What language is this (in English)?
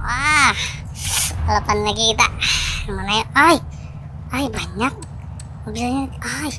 Banjar